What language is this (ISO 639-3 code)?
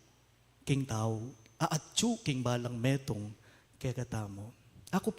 pam